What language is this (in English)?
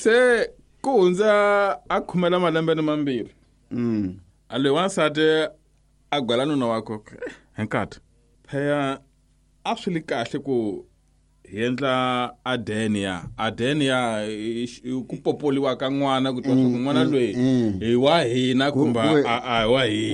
Tsonga